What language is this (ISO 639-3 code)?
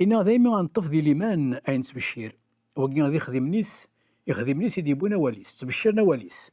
kab